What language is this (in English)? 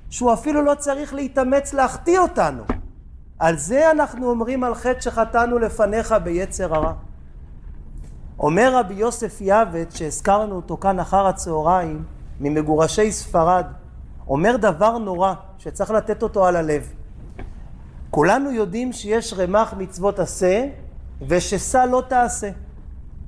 Hebrew